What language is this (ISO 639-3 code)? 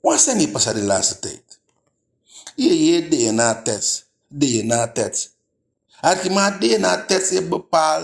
djk